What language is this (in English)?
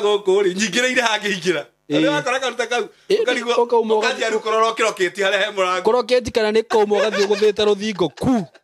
Kikuyu